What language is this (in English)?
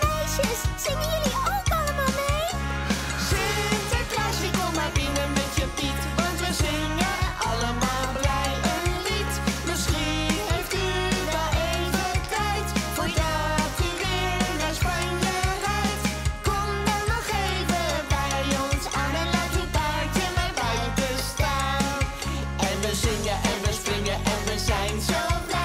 Dutch